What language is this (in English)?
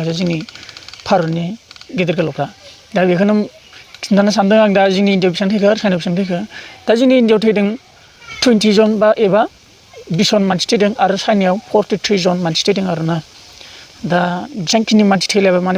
Bodo